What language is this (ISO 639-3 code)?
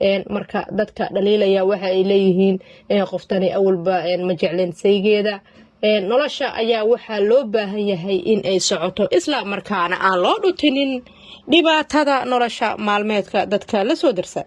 som